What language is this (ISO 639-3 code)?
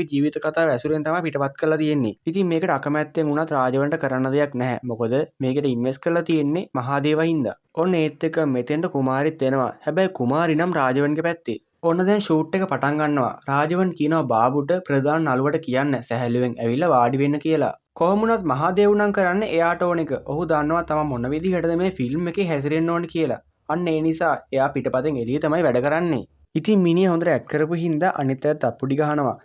sin